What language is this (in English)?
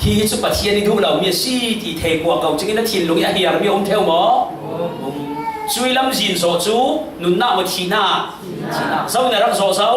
Falam Chin